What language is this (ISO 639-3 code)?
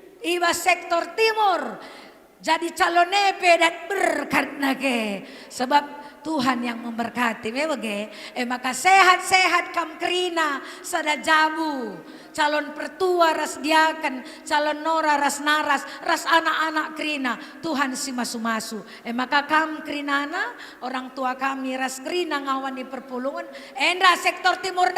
btx